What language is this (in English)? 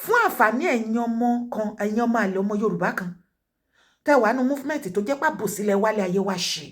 Yoruba